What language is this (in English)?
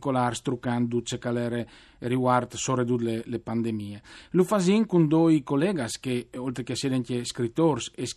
Friulian